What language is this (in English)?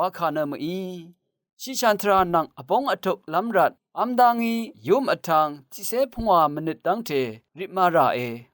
Rawang